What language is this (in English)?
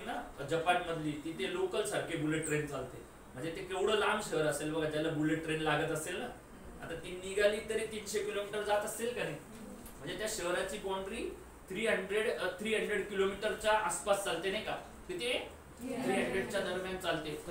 Marathi